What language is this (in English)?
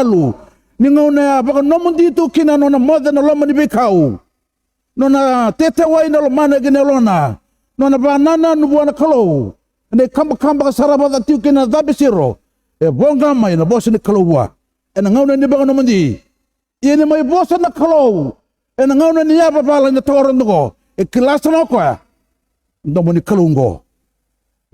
Fijian